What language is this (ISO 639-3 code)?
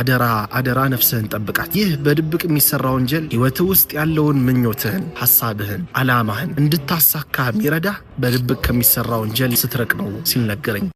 amh